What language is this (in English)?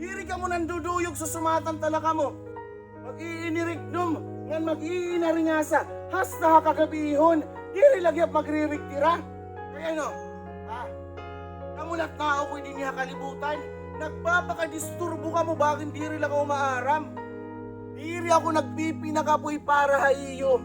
Waray